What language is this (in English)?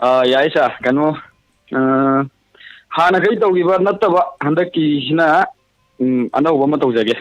Manipuri